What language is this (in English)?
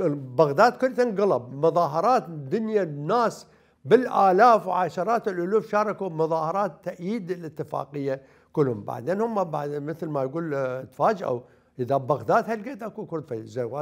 Mesopotamian Arabic